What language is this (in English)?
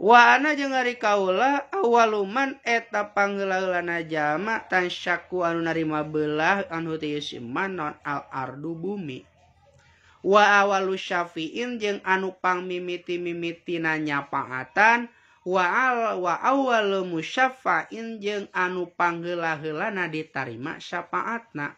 Sundanese